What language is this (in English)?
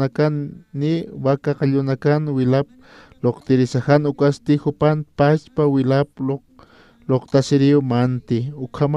Aymara